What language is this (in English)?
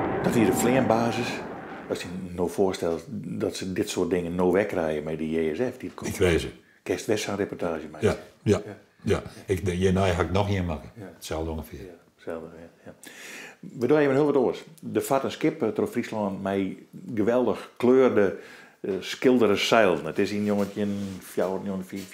Western Frisian